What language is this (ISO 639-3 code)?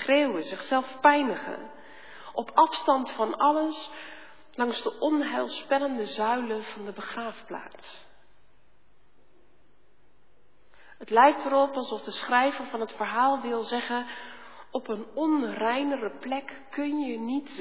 nld